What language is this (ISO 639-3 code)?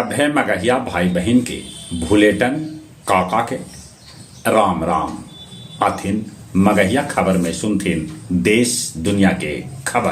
mag